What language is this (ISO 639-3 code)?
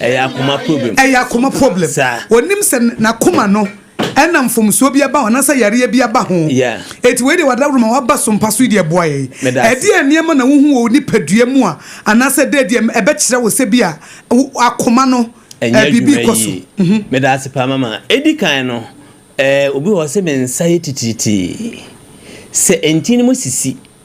aka